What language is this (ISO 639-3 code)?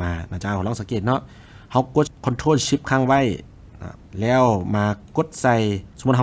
lao